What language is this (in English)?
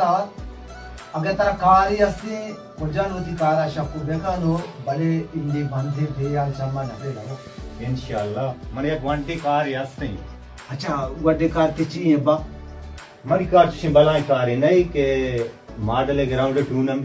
Baluchi